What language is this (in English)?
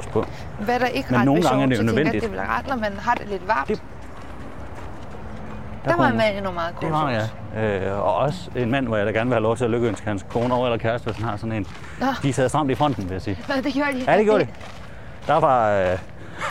Danish